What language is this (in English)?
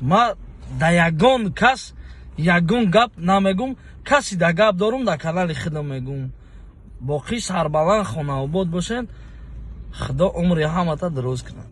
Tajik